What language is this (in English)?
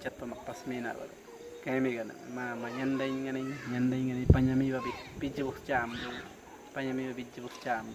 Awa-Cuaiquer